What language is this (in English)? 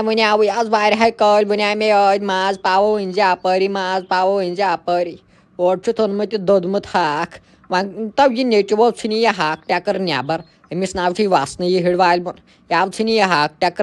Kashmiri